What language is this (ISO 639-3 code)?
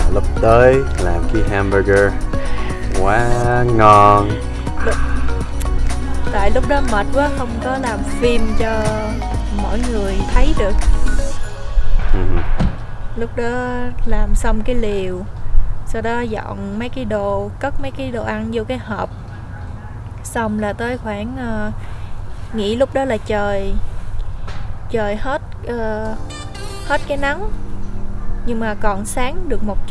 vie